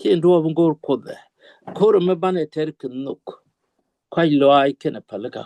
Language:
Nuer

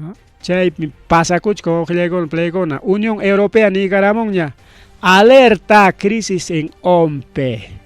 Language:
Ayacucho Quechua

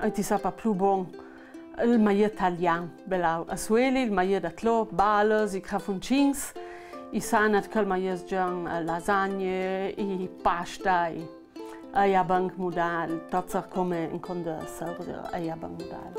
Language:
Ladin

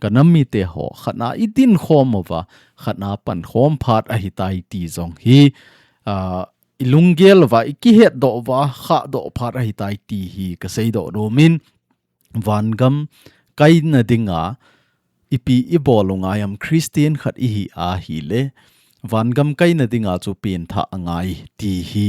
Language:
Thado Chin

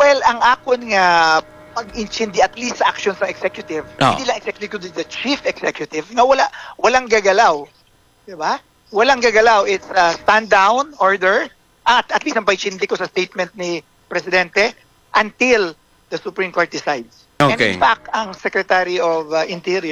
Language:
Hiligaynon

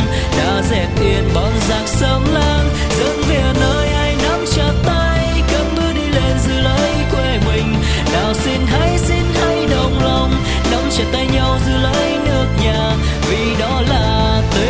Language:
Vietnamese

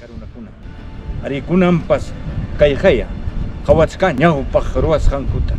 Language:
Ayacucho Quechua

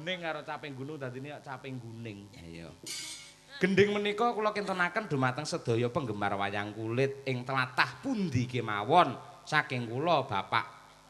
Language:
Javanese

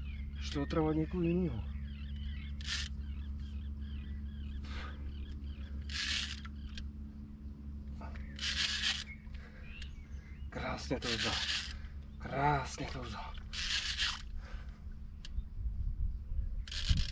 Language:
Czech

